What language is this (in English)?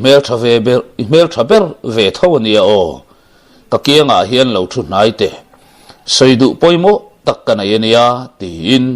Mizo